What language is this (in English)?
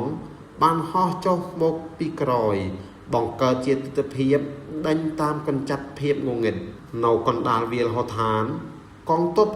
Khmer